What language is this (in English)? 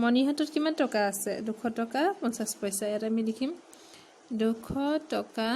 Assamese